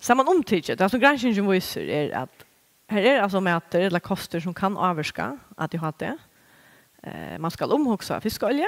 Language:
Faroese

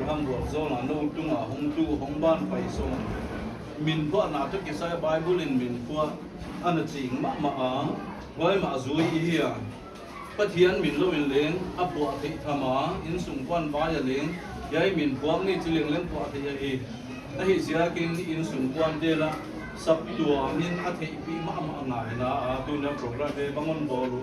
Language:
Paite Chin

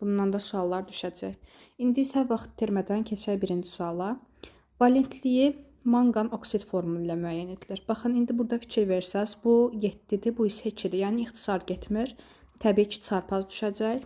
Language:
Azerbaijani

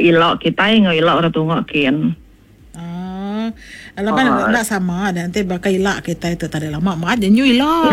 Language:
Iban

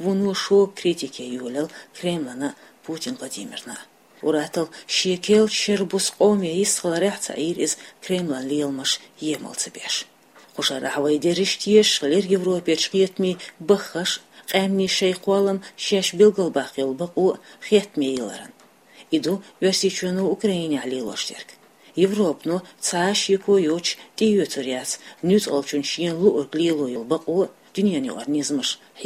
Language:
Chechen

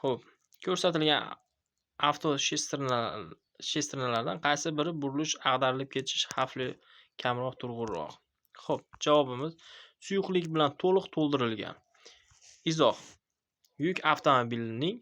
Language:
Uzbek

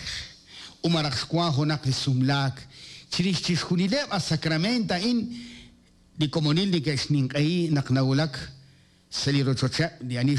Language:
Kekchí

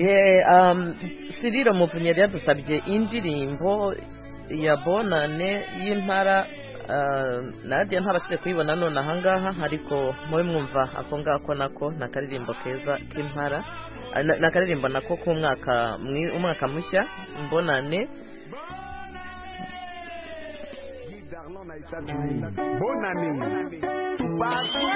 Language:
Kinyarwanda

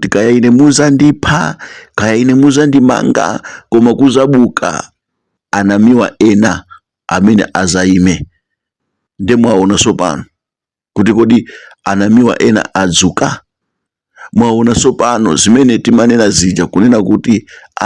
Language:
Nyanja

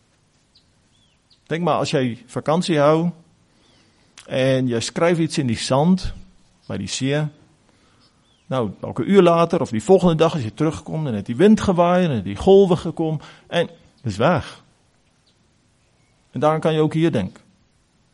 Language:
Afrikaans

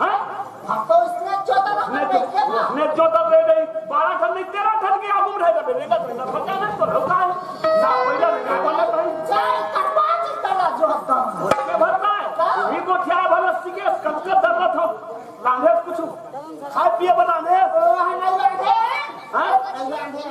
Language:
Chhattisgarhi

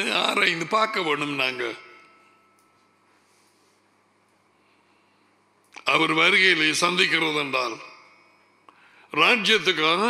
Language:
Tamil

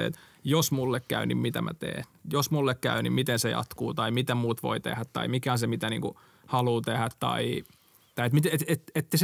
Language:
Finnish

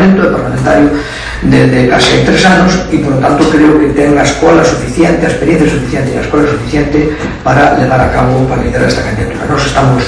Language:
Galician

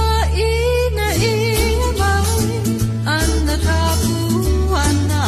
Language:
Hawaiian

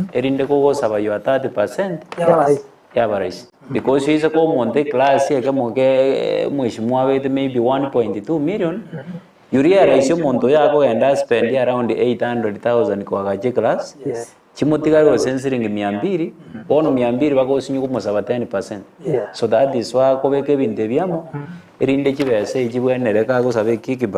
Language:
Gusii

